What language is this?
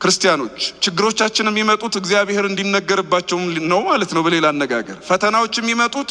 Amharic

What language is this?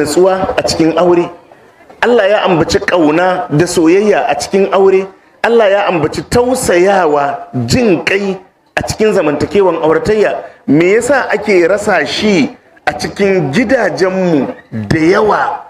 Hausa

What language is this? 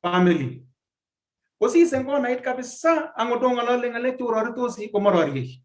Kalenjin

